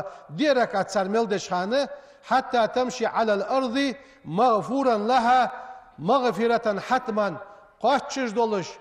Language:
Ingush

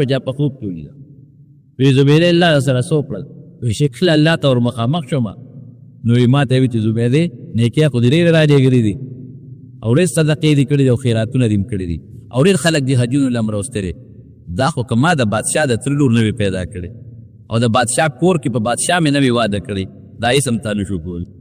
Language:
Pashto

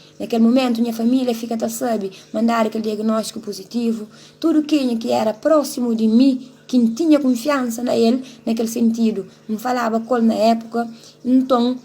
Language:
Kabuverdianu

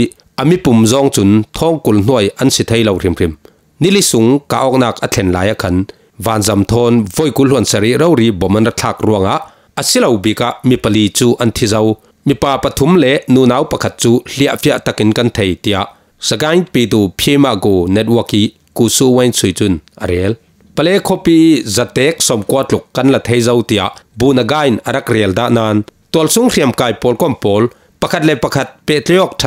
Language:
Falam Chin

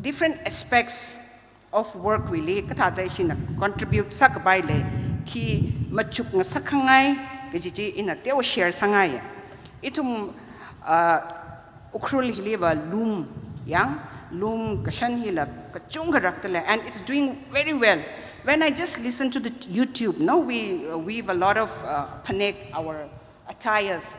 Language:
Tangkhul Naga (India)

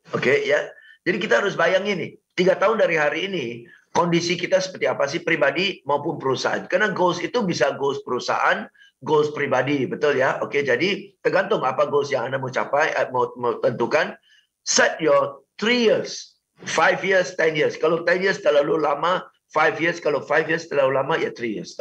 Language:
Indonesian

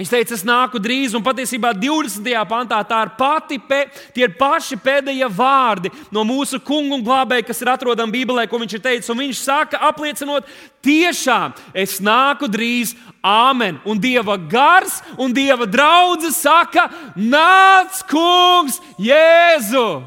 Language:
Latvian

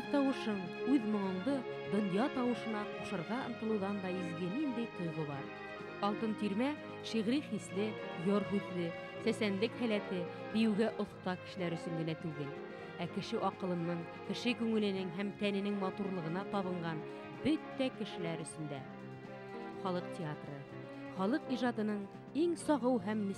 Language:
Bashkir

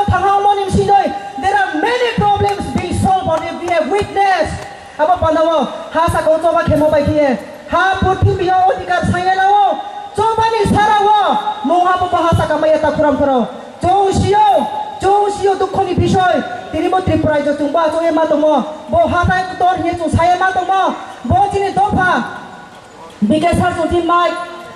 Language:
Riang (India)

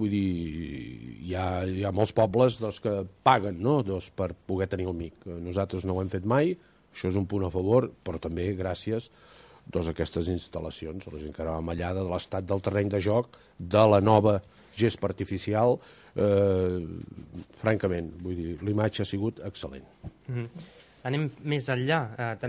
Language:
Catalan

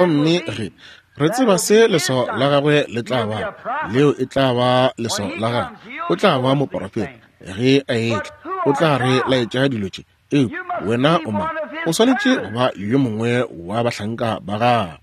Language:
Northern Sotho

